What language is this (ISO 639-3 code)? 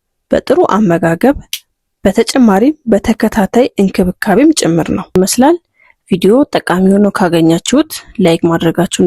amh